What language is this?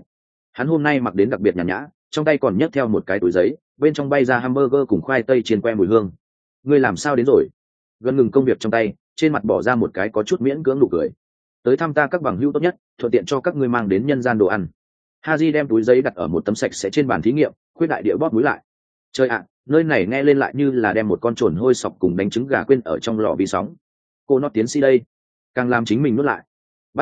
Vietnamese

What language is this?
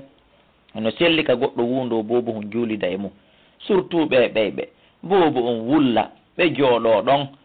Fula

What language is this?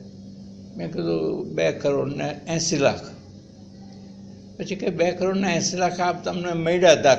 Gujarati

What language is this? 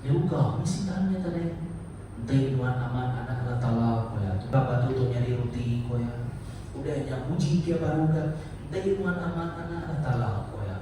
Iban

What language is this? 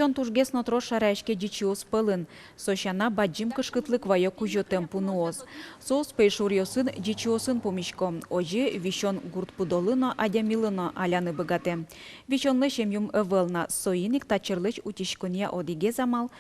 Udmurt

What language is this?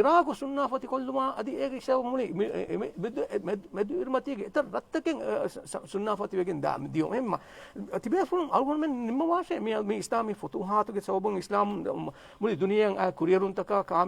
Divehi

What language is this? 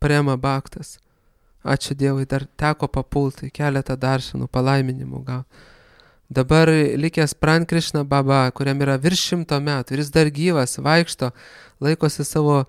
Lithuanian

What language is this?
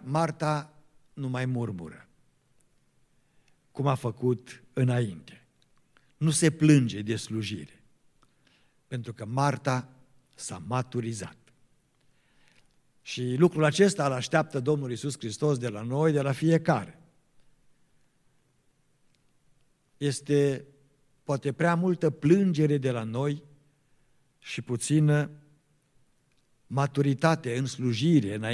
Romanian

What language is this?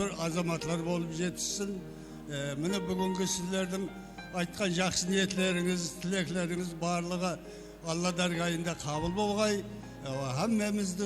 Kara-Kalpak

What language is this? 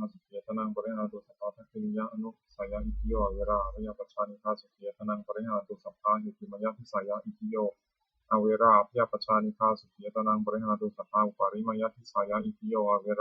Pali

